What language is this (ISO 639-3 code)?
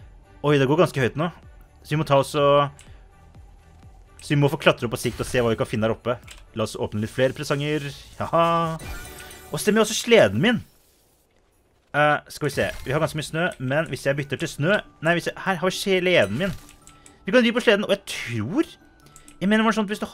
nor